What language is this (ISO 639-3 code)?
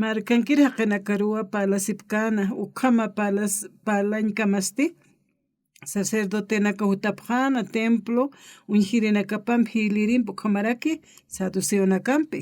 aym